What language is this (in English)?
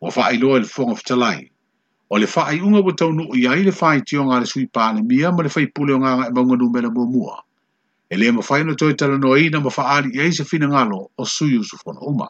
Samoan